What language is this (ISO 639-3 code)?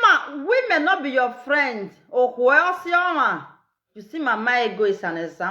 pcm